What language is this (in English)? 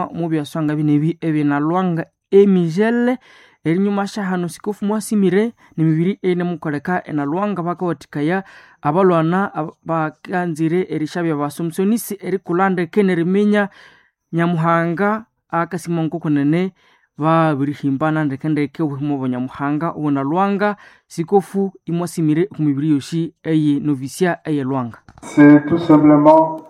Nande